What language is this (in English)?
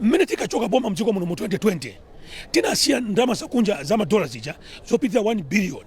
Nyanja